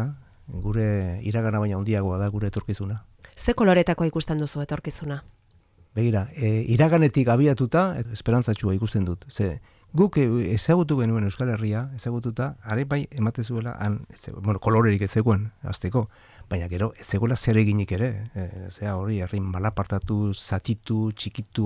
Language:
Basque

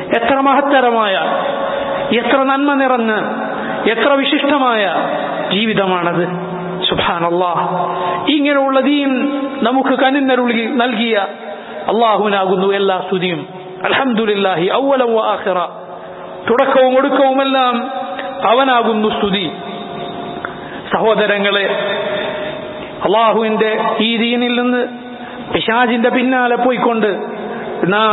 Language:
Malayalam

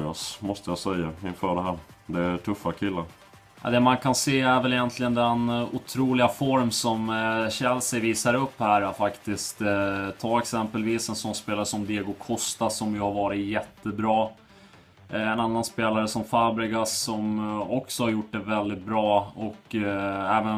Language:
Swedish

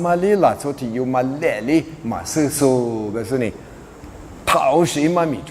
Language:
Lisu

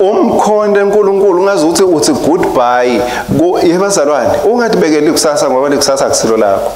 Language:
Swati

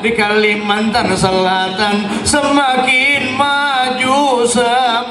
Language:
Banjar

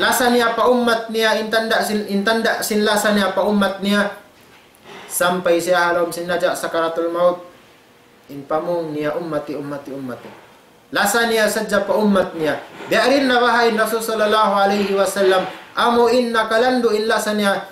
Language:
Tausug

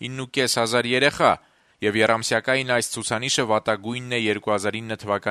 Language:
Armenian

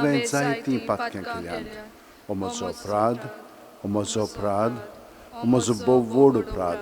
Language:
Konkani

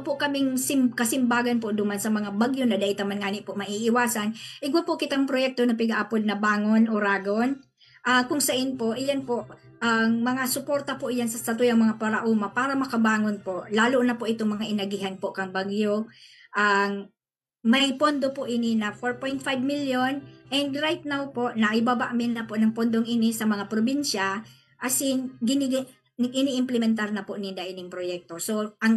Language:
Bikol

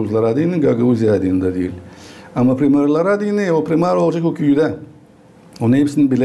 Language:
Gagauz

